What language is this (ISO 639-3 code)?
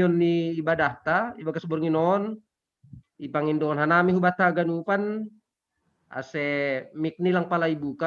bts